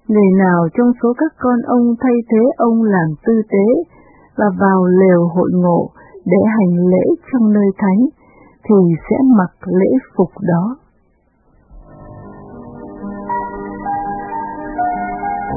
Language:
Vietnamese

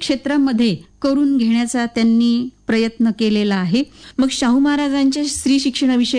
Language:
Marathi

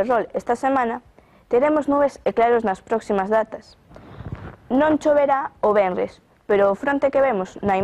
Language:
Galician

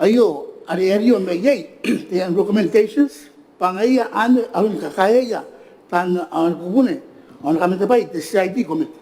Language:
Gilbertese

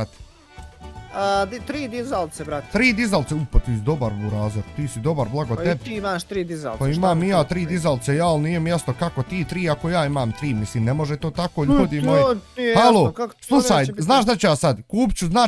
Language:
Bosnian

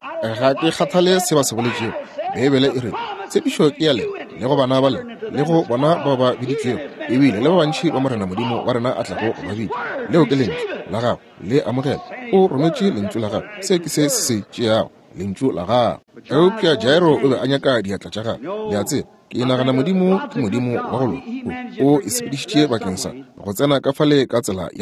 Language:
Northern Sotho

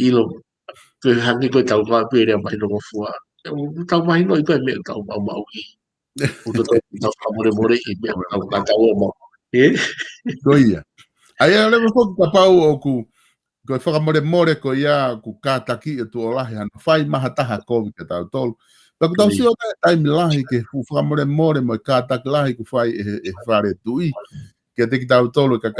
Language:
Tongan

